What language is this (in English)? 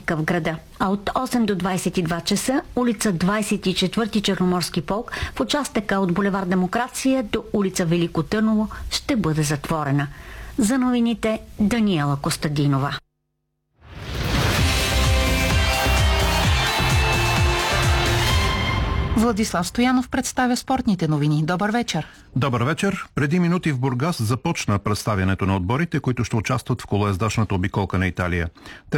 Bulgarian